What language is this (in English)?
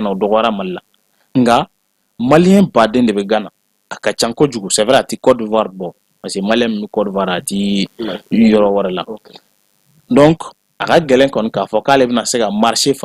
Bambara